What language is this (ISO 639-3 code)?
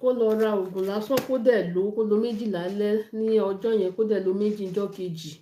yor